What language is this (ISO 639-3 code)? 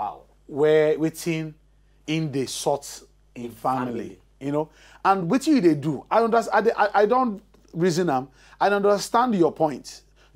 pcm